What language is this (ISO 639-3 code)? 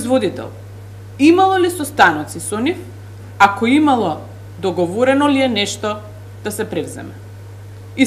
mkd